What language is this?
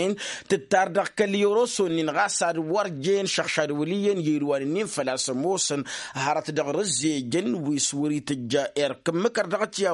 Tamasheq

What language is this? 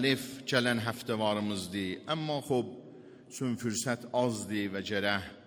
Azerbaijani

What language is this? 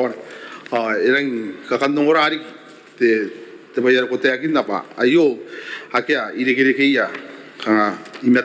Gilbertese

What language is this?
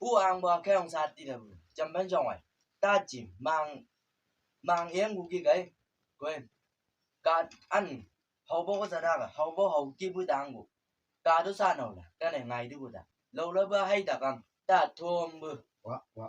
Chang Naga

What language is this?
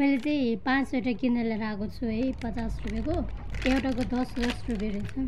Nepali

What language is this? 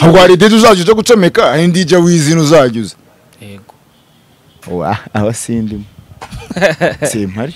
Kinyarwanda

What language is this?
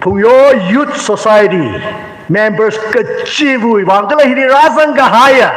Tangkhul Naga (India)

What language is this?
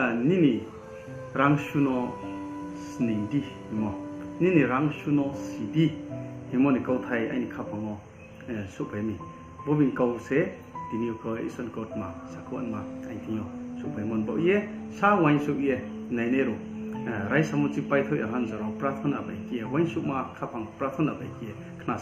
Riang (India)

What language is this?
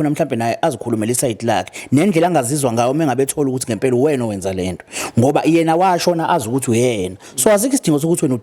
Zulu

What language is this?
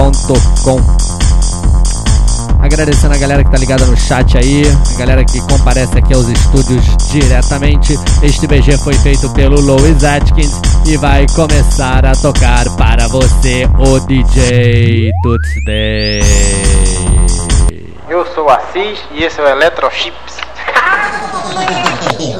Portuguese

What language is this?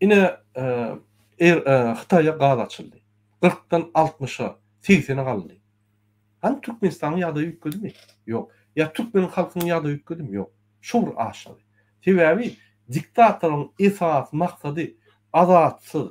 Turkmen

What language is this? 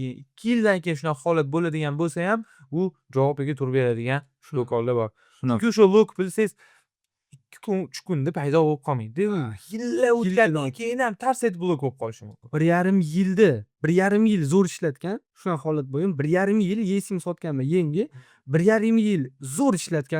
Uzbek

